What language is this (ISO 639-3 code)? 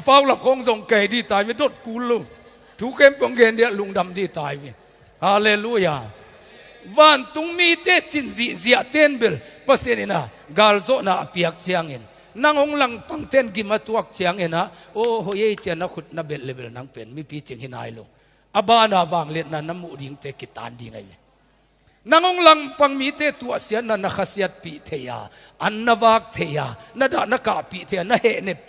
ctd